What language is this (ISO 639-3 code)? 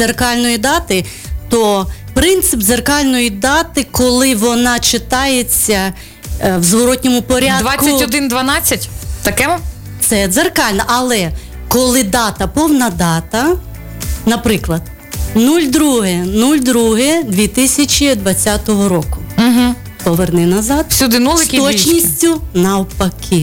ukr